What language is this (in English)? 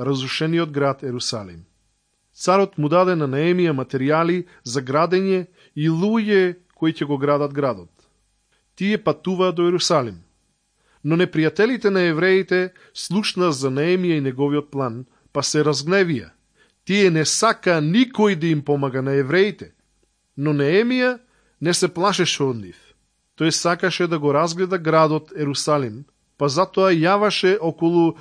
Macedonian